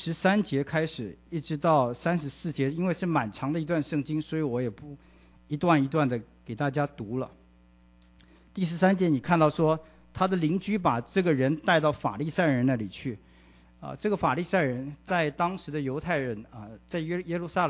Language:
Chinese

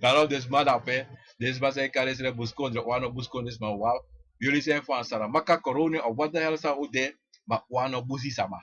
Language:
Sranan Tongo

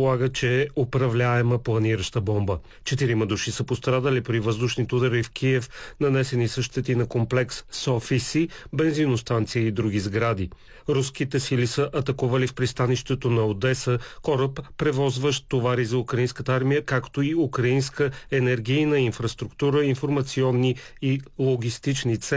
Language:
Bulgarian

